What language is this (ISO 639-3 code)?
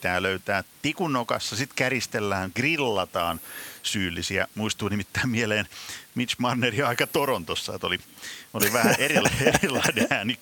fin